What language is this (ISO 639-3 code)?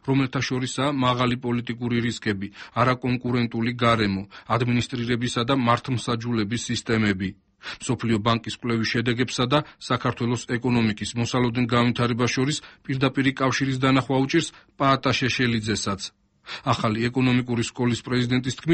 kat